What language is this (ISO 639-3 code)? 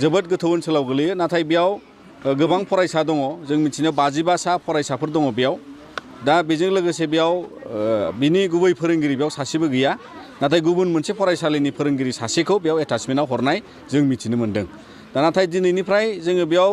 brx